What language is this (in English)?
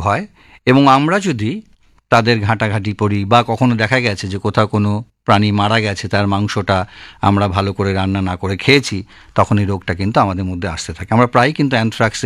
Bangla